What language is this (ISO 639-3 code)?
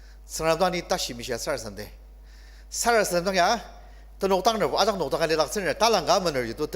njo